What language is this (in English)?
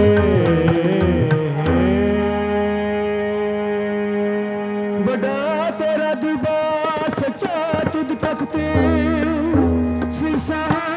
Hindi